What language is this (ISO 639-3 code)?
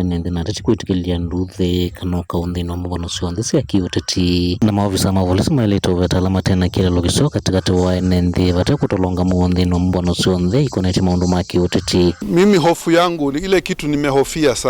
kam